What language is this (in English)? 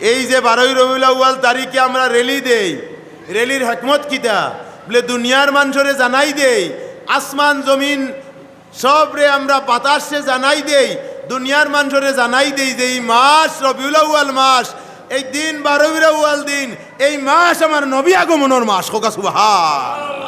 Sylheti